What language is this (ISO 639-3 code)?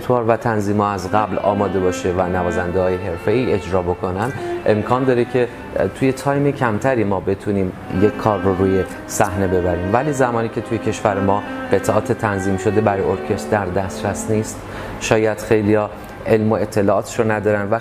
fas